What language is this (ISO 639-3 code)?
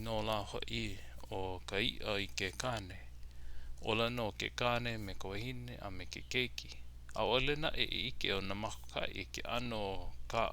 haw